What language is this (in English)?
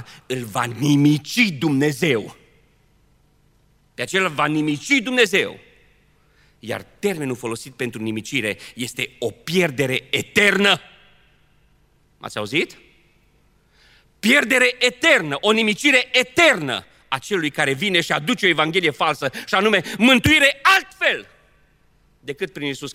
Romanian